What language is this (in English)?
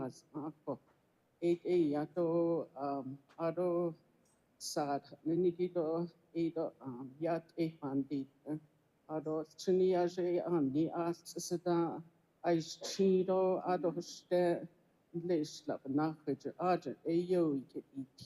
Navajo